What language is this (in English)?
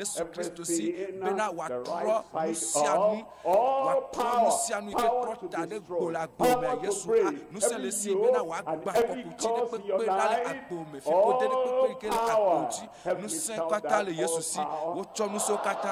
Ewe